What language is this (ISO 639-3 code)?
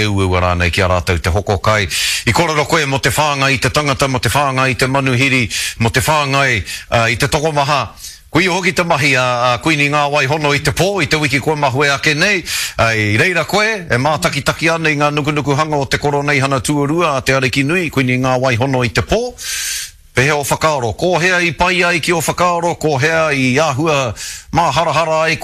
mri